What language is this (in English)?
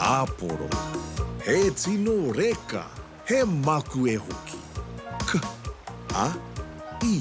Māori